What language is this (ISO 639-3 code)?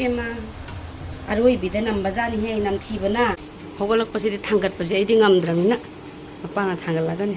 mni